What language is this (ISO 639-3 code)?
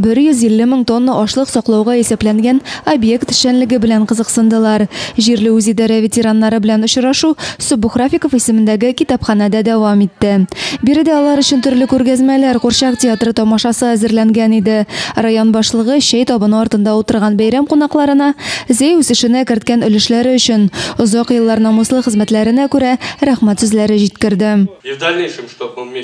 tat